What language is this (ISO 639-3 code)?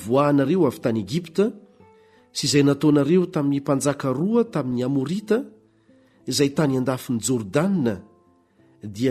mlg